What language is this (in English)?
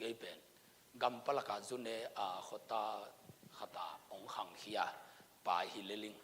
Tedim Chin